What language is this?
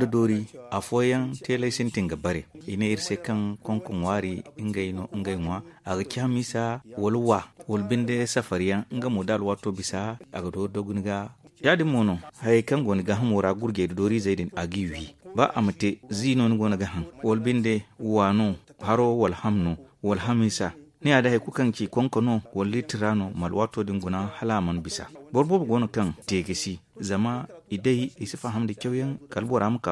Zarma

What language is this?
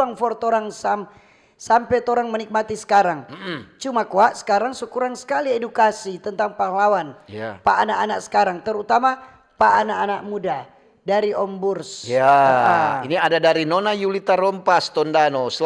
Manado Malay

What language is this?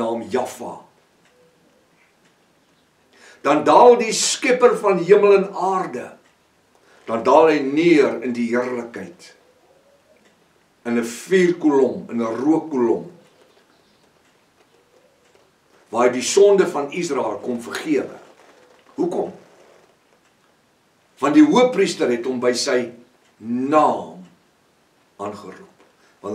Afrikaans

